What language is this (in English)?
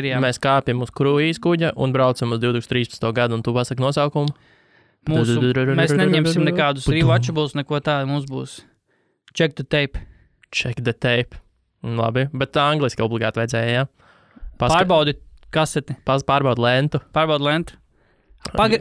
Latvian